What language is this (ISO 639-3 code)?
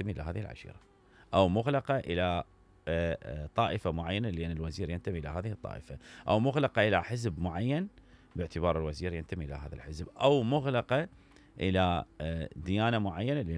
acm